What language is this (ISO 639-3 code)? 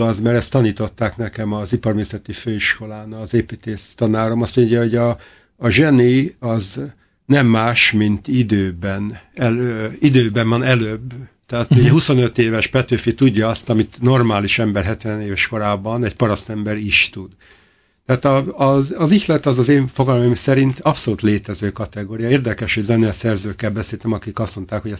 hun